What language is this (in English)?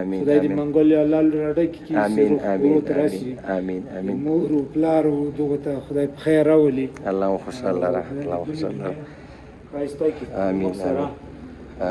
Pashto